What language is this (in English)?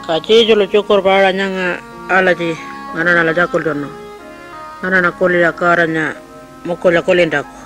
Pitjantjatjara